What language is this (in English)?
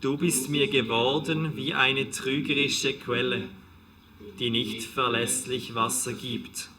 Swiss German